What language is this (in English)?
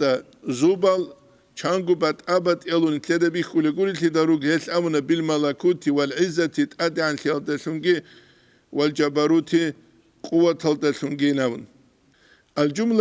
Avaric